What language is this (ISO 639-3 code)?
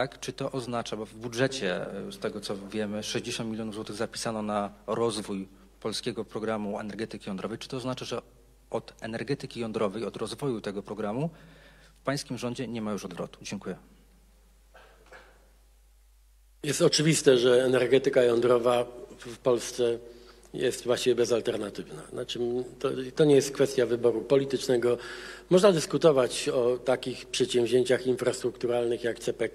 pol